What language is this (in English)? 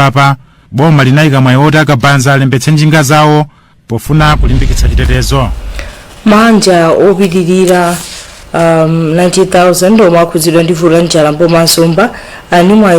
Nyanja